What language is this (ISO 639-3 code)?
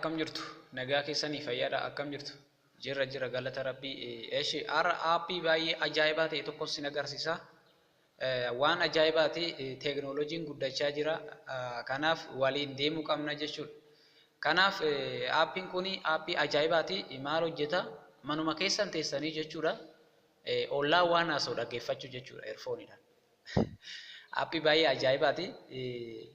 orm